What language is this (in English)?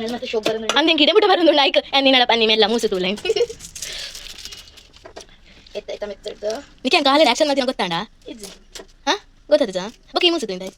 Tulu